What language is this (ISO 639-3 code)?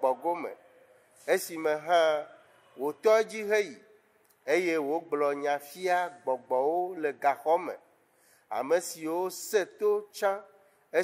ewe